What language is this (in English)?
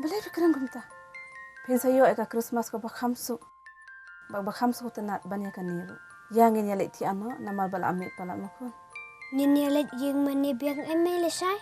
Khasi